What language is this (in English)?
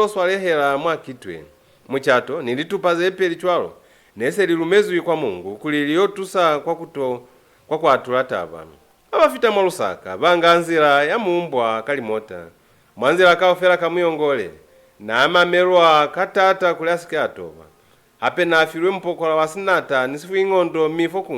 Lozi